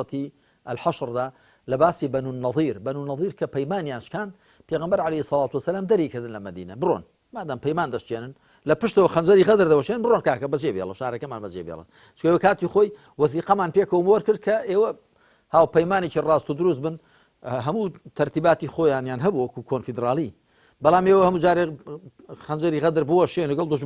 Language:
Central Kurdish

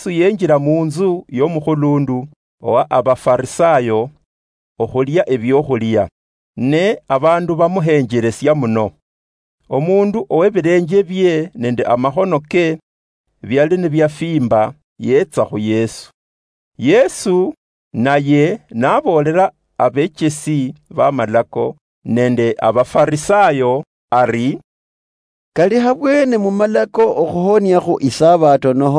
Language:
Luyia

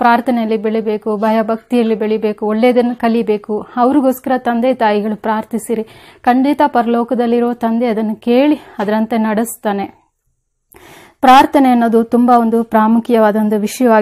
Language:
Kannada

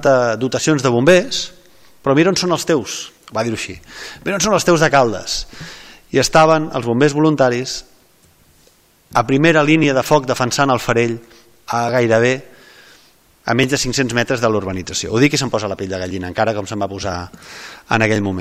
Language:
Catalan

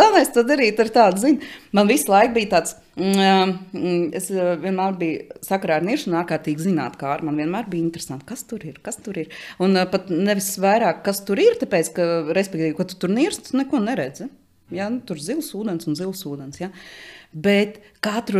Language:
Latvian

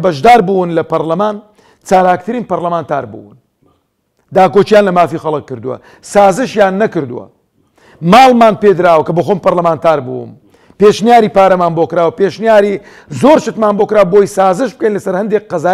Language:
Central Kurdish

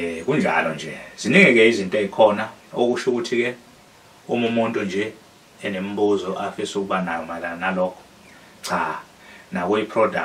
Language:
Zulu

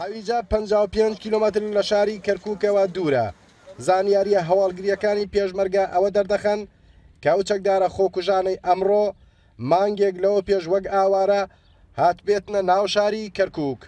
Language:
Central Kurdish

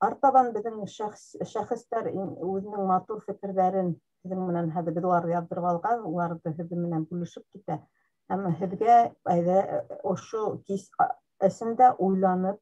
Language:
Bashkir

